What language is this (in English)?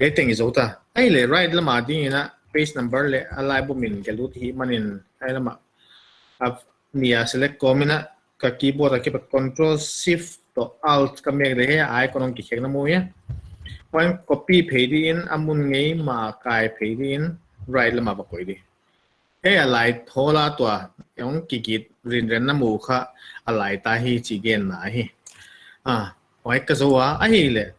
Paite Chin